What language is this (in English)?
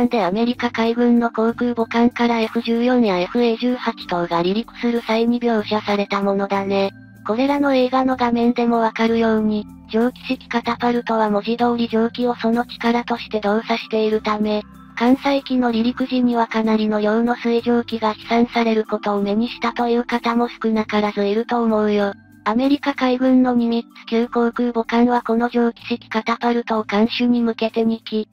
Japanese